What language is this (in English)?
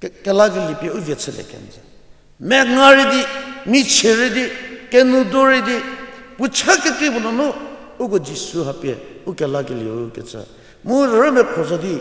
Angami Naga